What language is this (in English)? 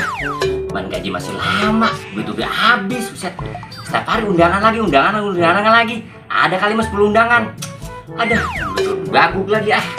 Betawi